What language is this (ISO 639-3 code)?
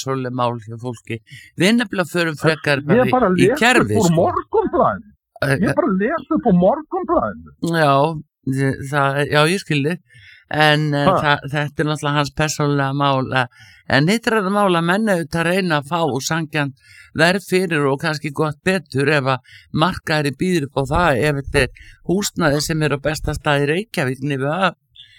isl